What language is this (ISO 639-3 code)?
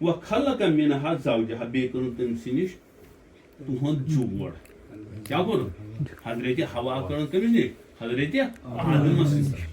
kas